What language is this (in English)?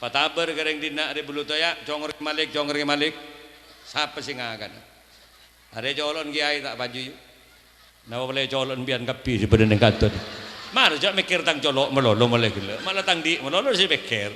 Madurese